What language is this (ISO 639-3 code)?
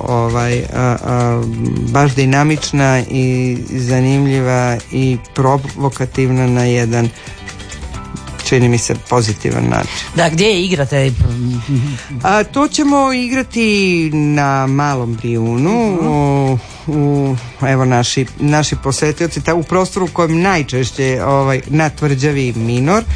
hrv